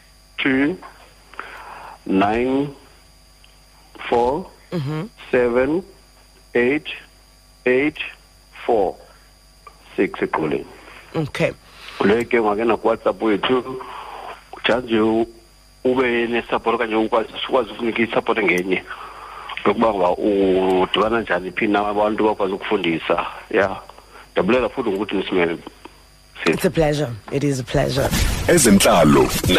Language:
Xhosa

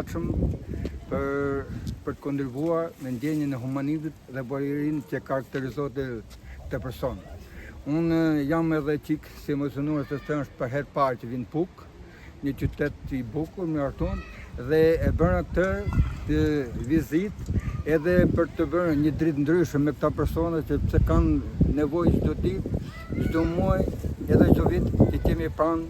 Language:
Albanian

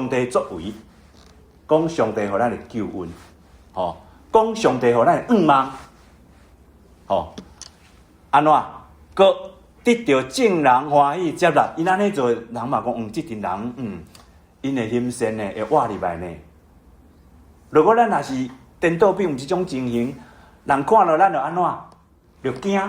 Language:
Min Nan Chinese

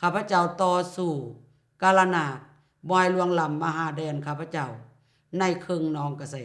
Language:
Lao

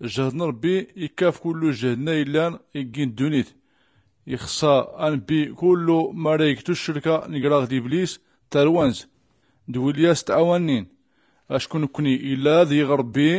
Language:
Tachelhit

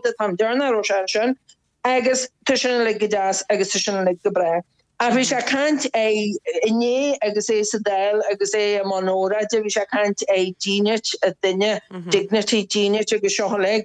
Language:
Irish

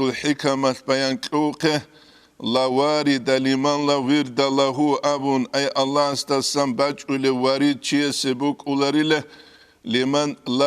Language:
Avaric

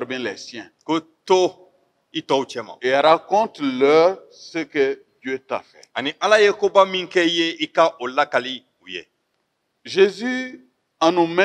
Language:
Bambara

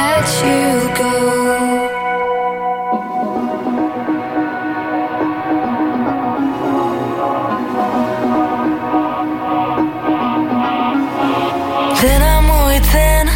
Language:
Basque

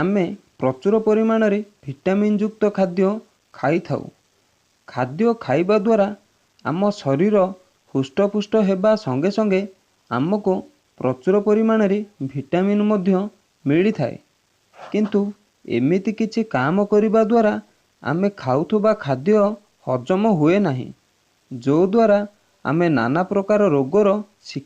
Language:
Odia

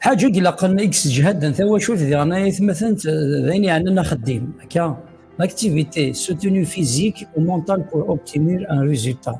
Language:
Kabyle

